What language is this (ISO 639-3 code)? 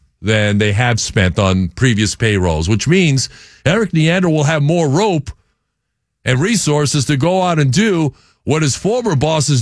eng